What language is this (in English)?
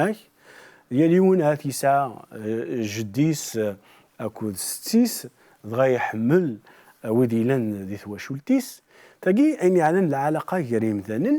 Kabyle